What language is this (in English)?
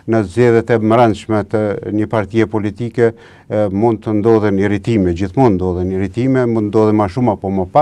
Albanian